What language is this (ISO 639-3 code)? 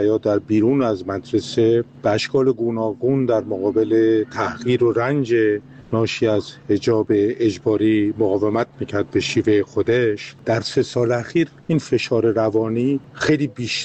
fas